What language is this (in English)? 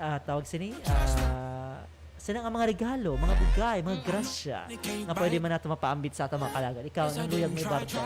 Hiligaynon